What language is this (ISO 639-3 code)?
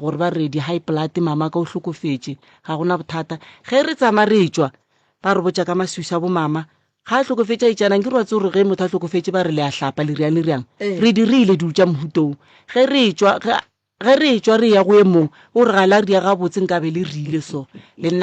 nso